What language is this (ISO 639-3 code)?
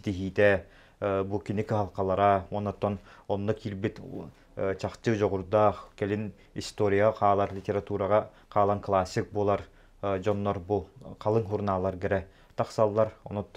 sah